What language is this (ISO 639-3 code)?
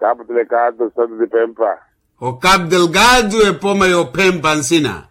vmw